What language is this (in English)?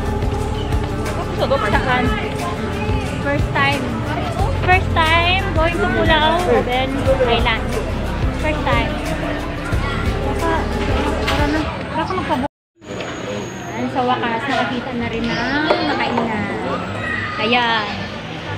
Filipino